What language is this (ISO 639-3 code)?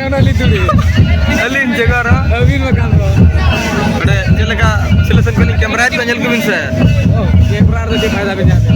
sat